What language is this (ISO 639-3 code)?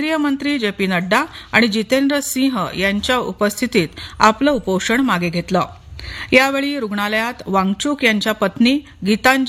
mar